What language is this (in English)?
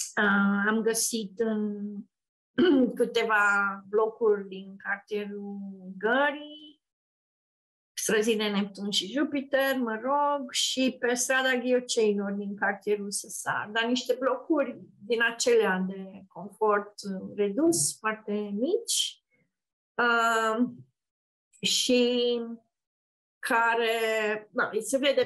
Romanian